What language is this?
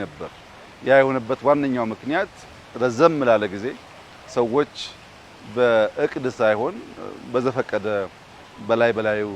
Amharic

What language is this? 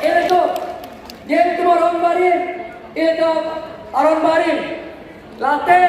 Karbi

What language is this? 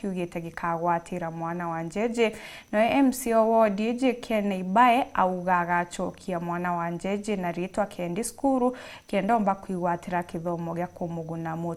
Meru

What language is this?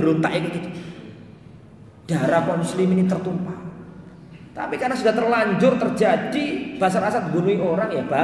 Indonesian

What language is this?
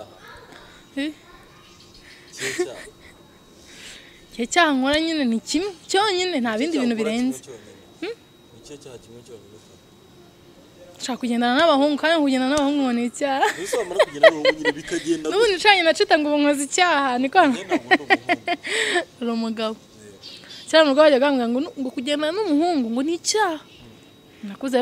Kinyarwanda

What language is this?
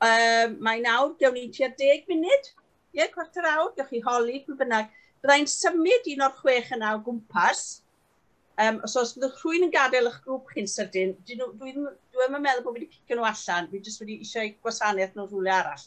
Welsh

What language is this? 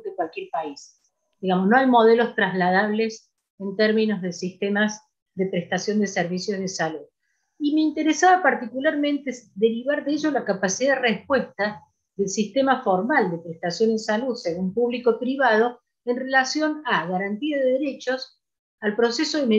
Spanish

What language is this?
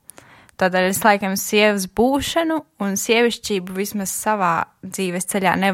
Latvian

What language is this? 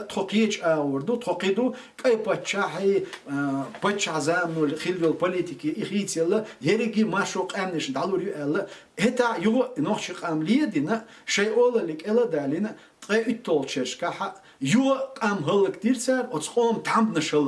Chechen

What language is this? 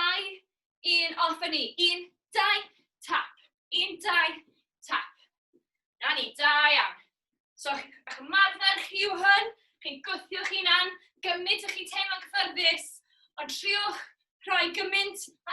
Welsh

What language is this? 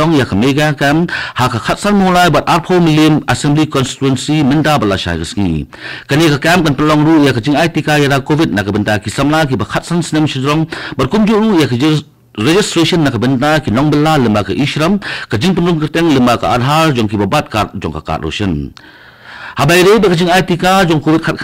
Khasi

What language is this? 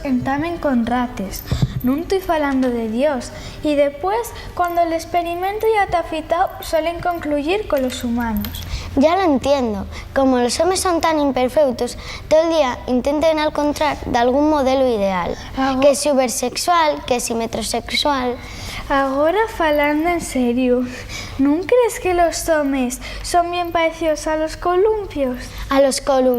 Asturian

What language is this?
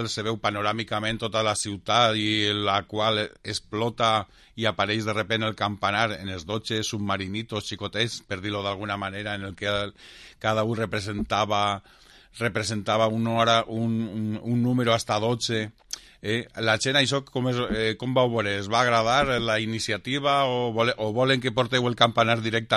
Catalan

